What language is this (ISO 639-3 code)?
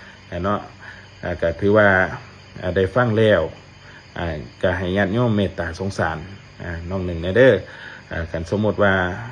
lao